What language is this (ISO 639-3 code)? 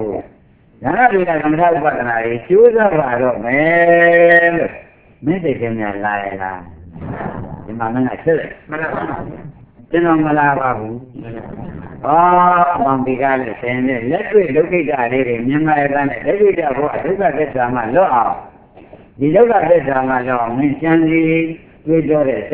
mya